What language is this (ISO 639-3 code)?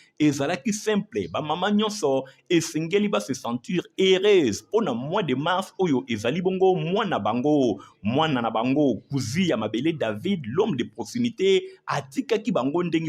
lin